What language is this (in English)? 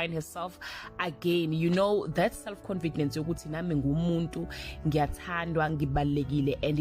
Zulu